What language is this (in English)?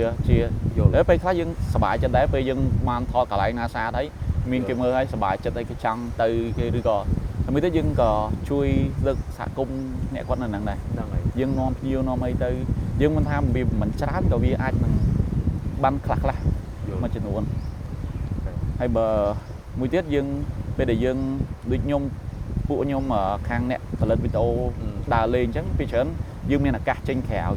Khmer